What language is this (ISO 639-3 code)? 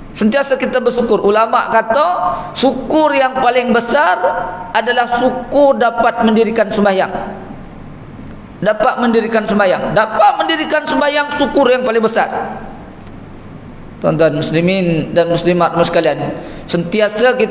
msa